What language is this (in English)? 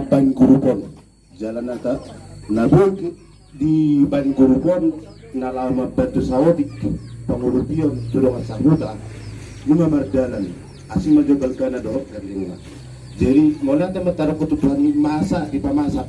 Batak Toba